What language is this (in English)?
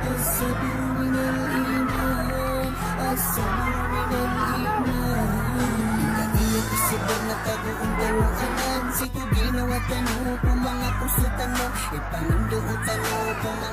Maranao